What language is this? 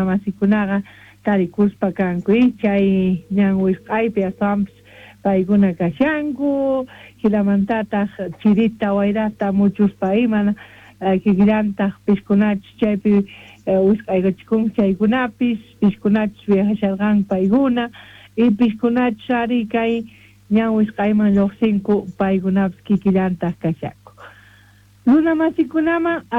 South Bolivian Quechua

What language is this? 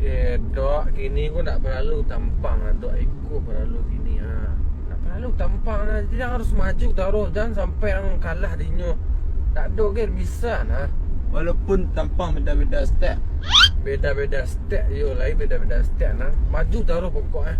Minangkabau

